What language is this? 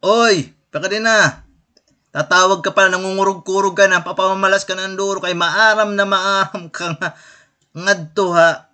Waray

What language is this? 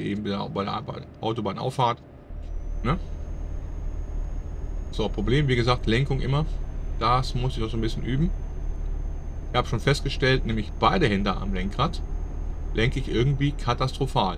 German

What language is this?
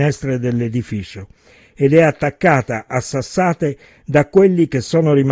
Italian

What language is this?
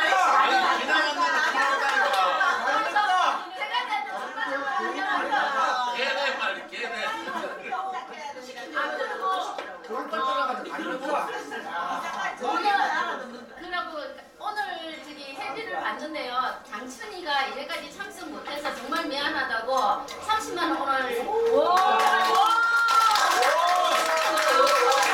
Korean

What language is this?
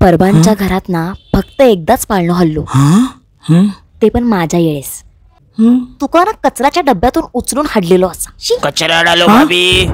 Konkani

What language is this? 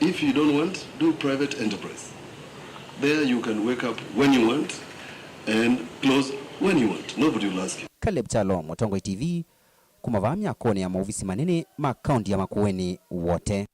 Kamba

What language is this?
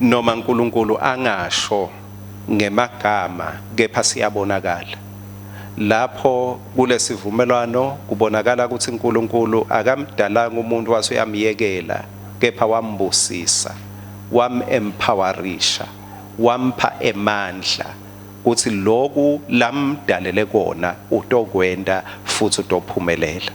Swati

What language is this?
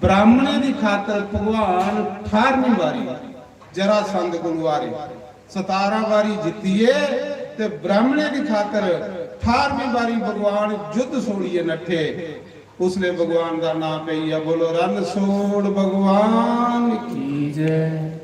Dogri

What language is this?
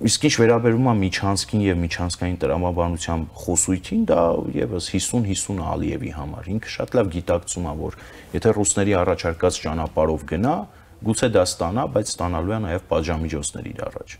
Armenian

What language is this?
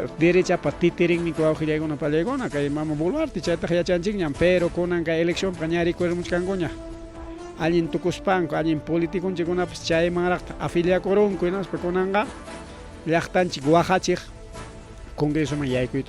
Ayacucho Quechua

